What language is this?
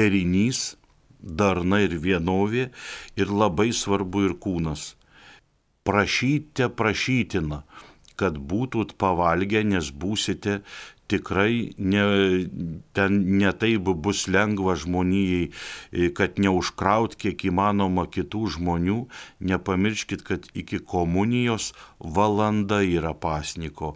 Lithuanian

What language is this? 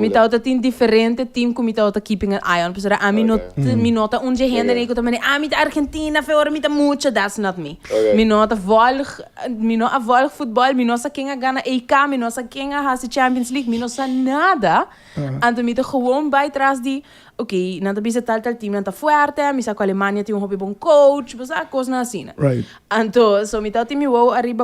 Papiamento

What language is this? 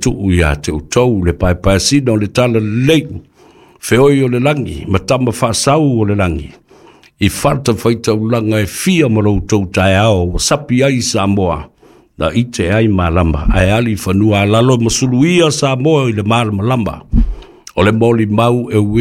Samoan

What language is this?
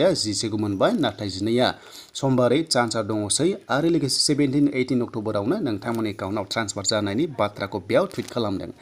Bodo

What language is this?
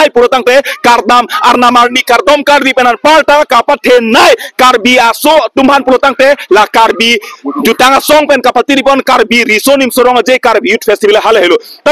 Karbi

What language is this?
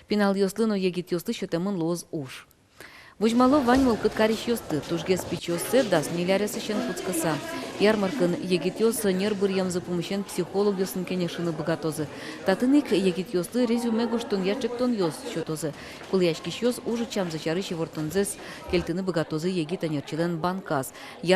Udmurt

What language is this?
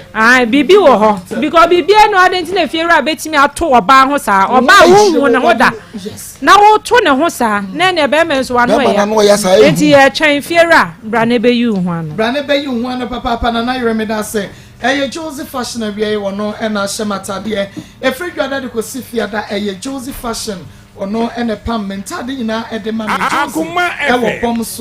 Akan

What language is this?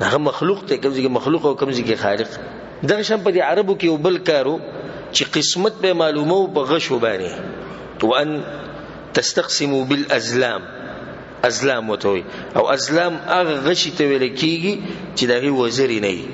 Pashto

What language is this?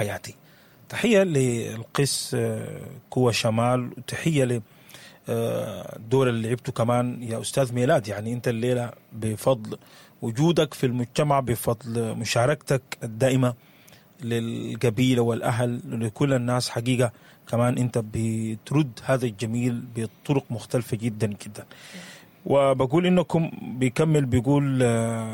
Sudanese Arabic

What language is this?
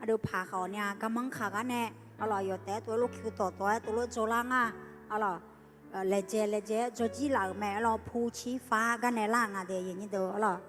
Akha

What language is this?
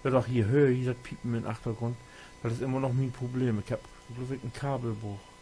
Low German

